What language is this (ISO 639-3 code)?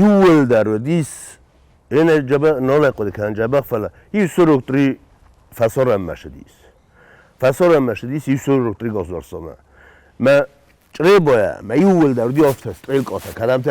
oss